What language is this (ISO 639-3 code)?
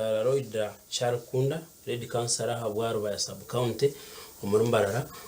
nyn